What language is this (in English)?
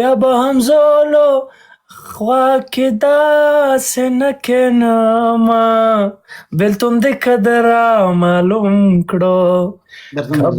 Pashto